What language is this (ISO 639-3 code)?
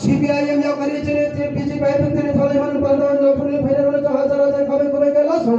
ria